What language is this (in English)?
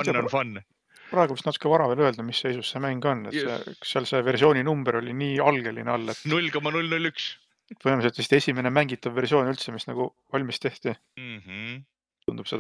Estonian